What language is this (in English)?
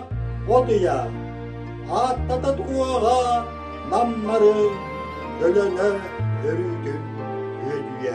Yakut